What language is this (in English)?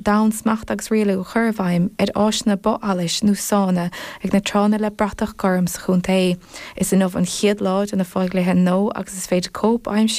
Irish